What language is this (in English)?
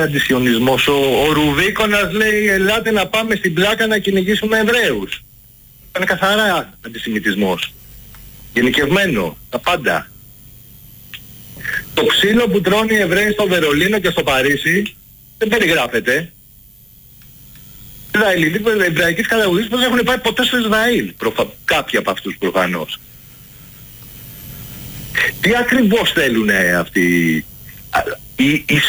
Greek